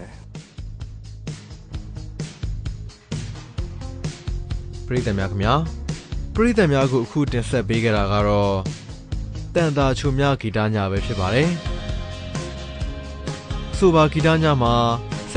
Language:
Burmese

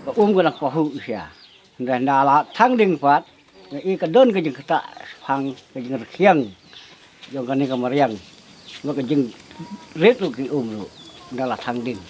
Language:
Khasi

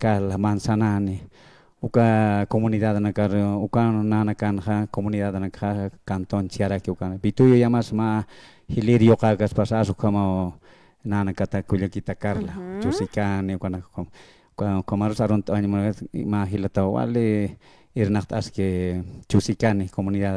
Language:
Aymara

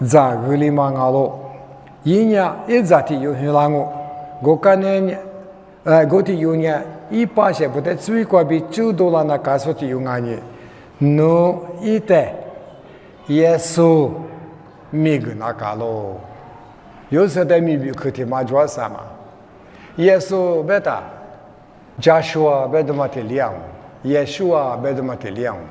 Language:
Lisu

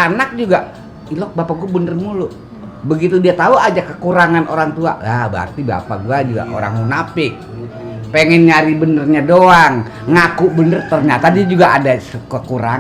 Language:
Betawi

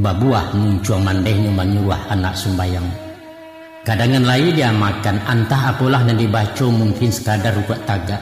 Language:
Minangkabau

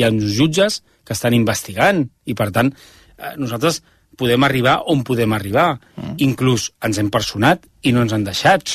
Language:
Catalan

